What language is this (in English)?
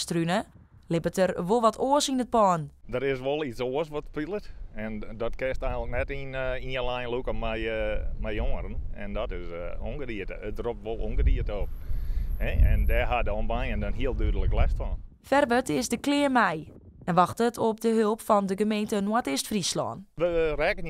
Western Frisian